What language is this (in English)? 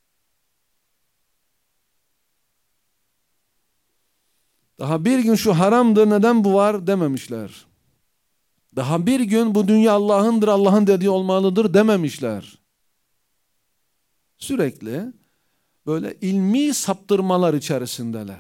Turkish